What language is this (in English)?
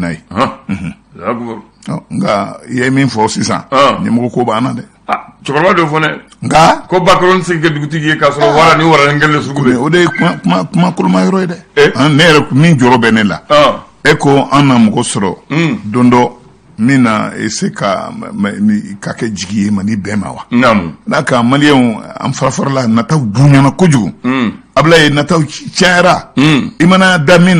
Bambara